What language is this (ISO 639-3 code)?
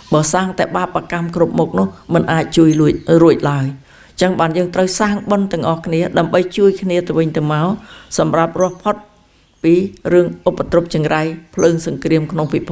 khm